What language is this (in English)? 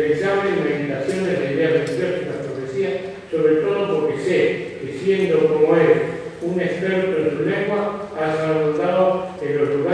Ladino